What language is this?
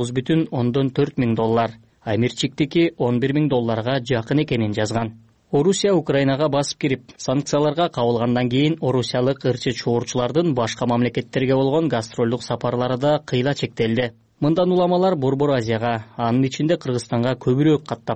Kyrgyz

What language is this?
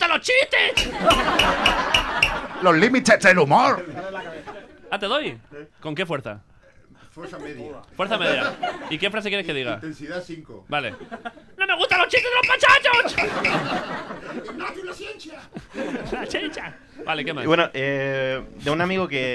Spanish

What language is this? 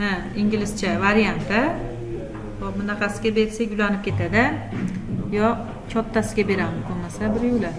Uzbek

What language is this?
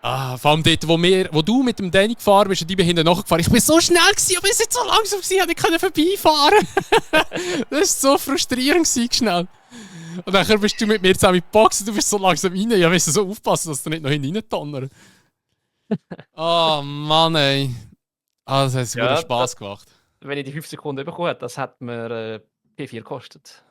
Swiss German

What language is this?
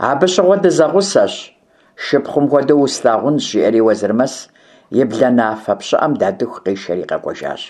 Kabardian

